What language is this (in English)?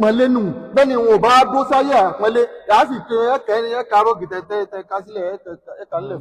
Yoruba